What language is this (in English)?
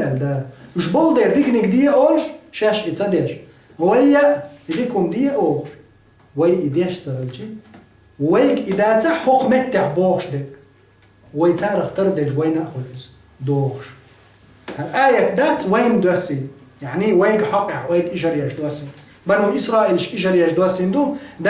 Chechen